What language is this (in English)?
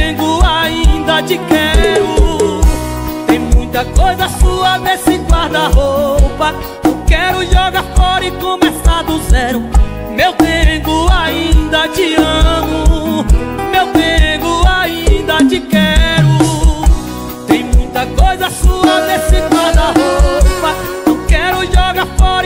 Portuguese